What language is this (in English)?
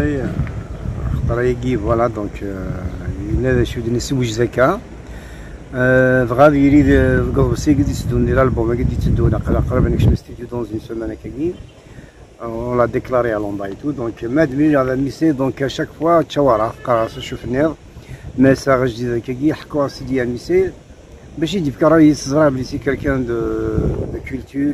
Kabyle